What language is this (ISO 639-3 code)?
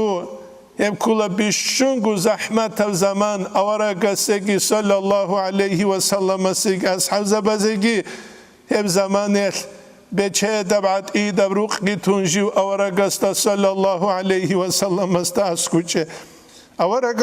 ava